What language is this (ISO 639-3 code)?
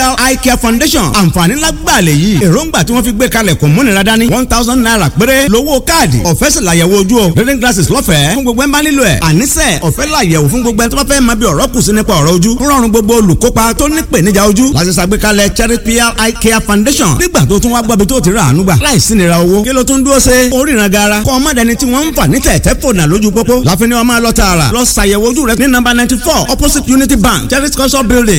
yor